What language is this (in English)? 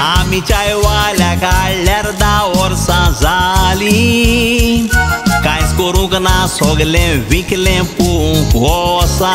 Konkani